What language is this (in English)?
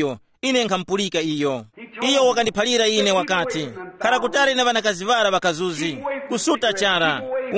Tumbuka